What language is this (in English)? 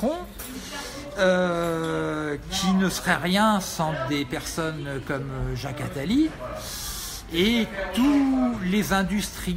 French